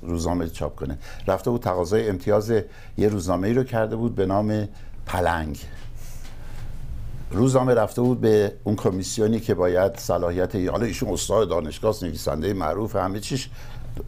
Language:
Persian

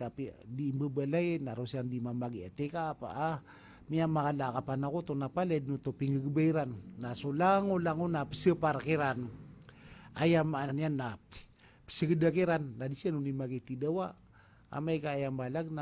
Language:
Maranao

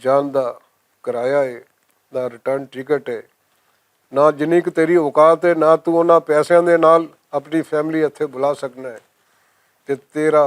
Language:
Western Panjabi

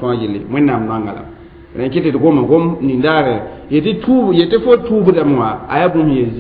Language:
Mossi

